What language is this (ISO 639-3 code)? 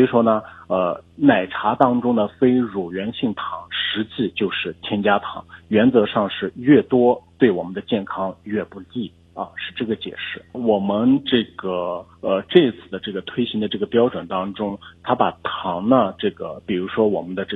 zho